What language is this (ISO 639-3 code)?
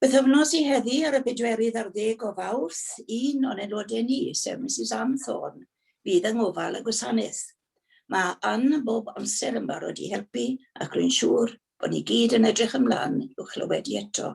cym